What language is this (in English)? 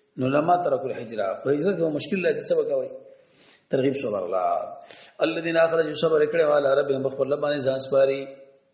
Pashto